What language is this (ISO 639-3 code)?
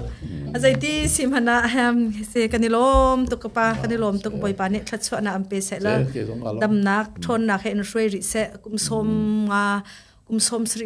cnh